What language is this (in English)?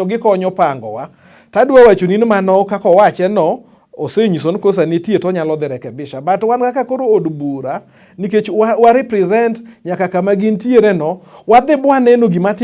Luo (Kenya and Tanzania)